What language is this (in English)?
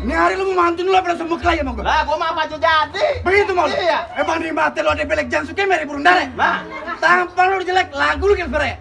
Betawi